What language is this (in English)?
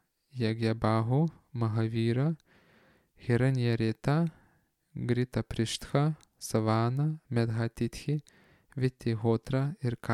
Lithuanian